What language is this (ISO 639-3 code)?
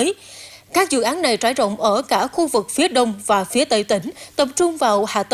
vie